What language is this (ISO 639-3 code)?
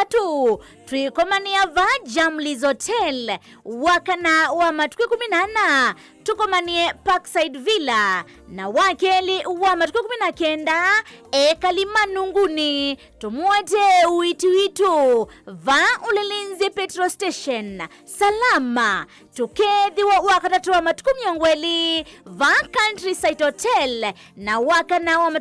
kam